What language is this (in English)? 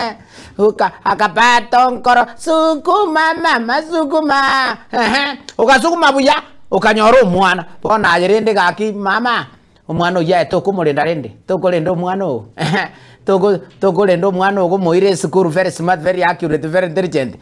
Gusii